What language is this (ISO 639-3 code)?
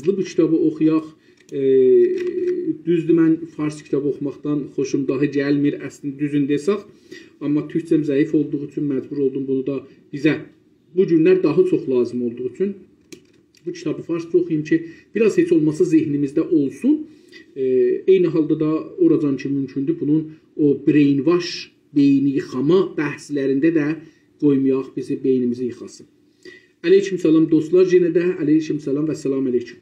azb